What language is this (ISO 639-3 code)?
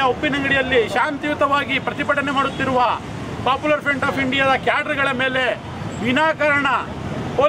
kan